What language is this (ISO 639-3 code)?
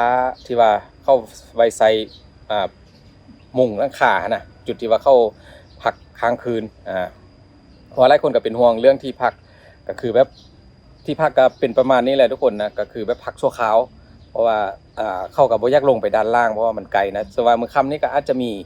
lao